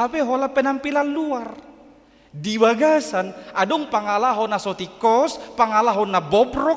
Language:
Batak Toba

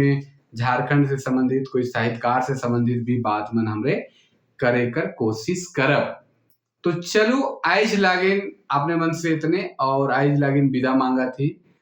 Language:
Sadri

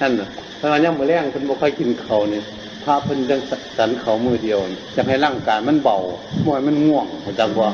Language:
Northeastern Thai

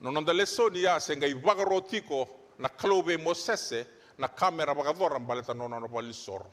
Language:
Fijian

